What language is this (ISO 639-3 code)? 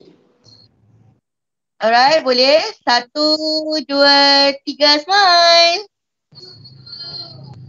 msa